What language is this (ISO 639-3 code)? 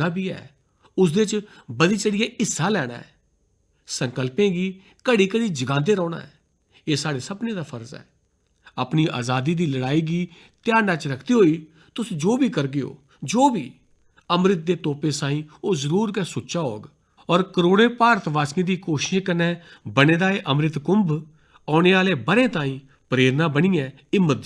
doi